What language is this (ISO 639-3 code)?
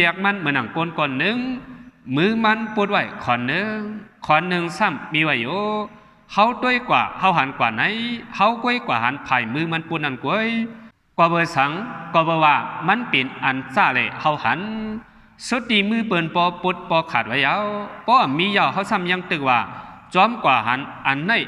shn